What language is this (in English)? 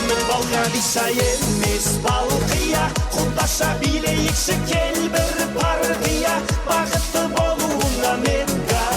Kara-Kalpak